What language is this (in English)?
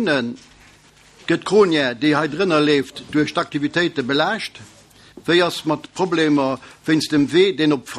Luxembourgish